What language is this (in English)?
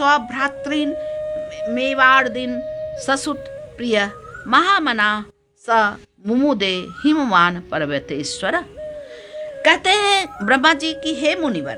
Hindi